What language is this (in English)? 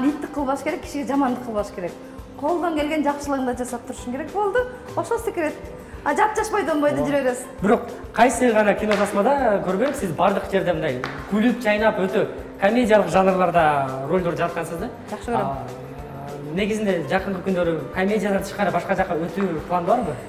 Kyrgyz